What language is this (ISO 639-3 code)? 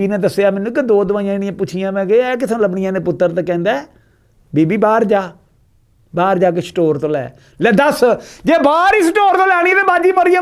lah